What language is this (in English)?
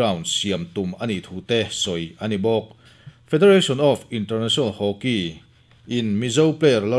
Mizo